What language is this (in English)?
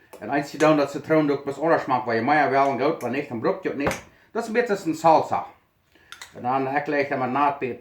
Plautdietsch